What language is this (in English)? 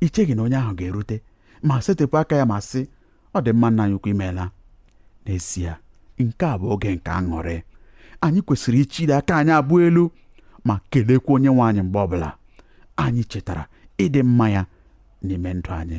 Igbo